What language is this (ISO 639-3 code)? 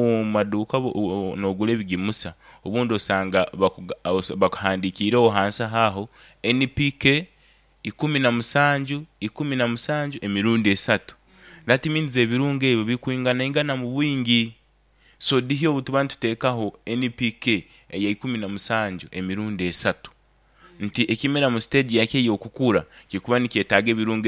nyn